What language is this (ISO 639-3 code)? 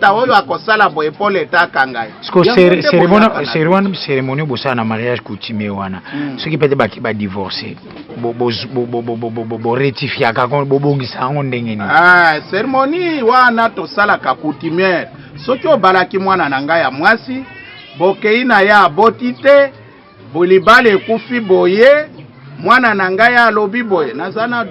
lin